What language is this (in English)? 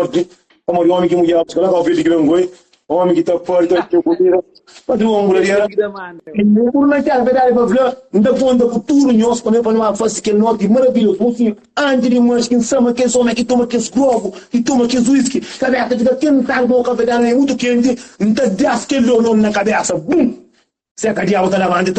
Kabuverdianu